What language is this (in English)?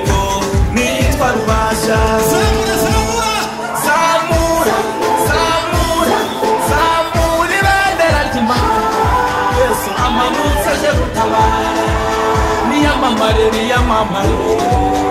Kinyarwanda